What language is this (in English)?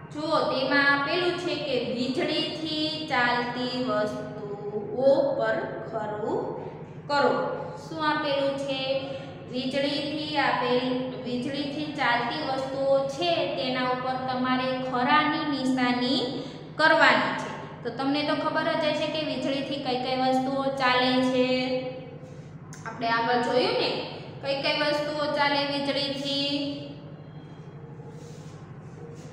Gujarati